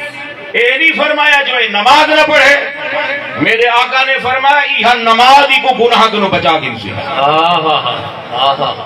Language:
Saraiki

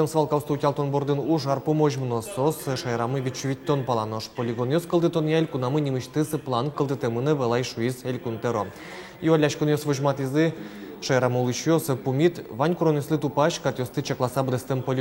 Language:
Udmurt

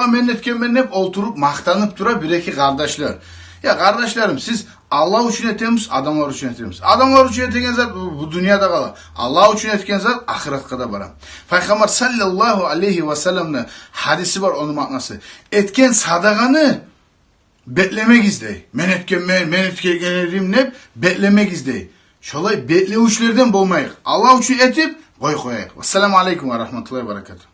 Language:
Kumyk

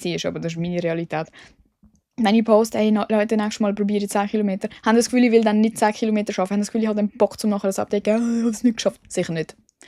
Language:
Swiss German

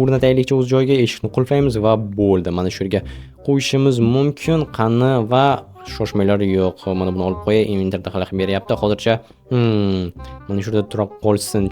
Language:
Uzbek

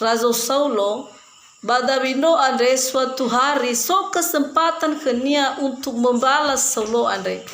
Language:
Nias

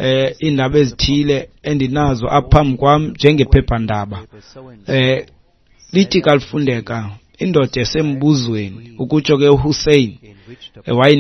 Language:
Xhosa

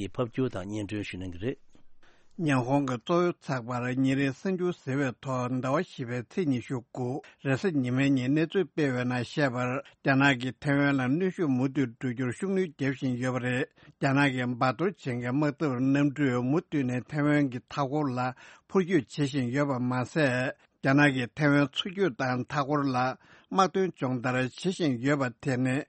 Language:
Tibetan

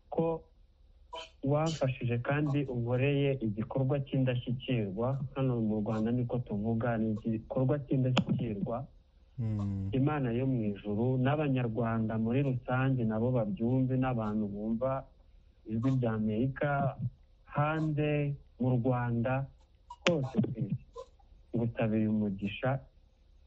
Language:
Kinyarwanda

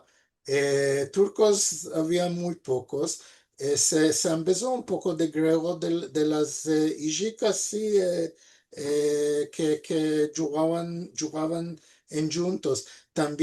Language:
Ladino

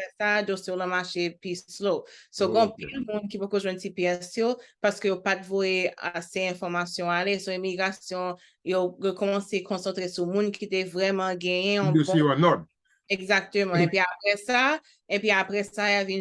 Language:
Haitian Creole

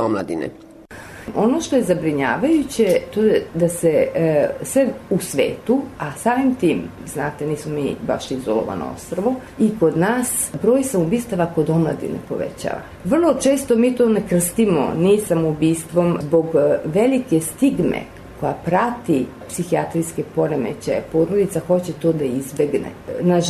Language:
Serbian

